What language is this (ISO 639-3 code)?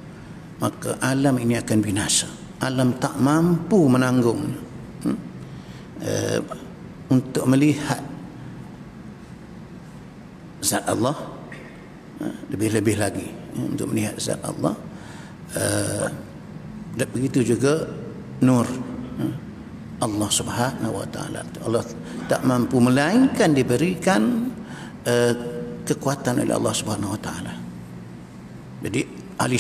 msa